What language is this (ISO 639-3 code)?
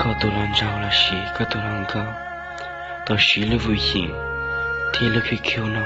hmn